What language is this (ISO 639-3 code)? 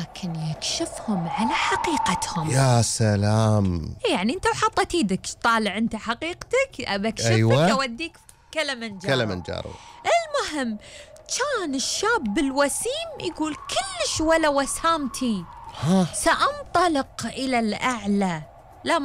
afb